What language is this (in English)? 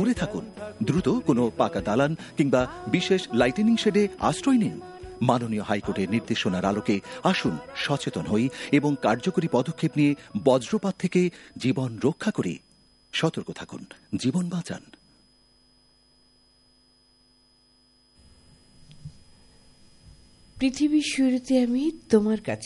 Bangla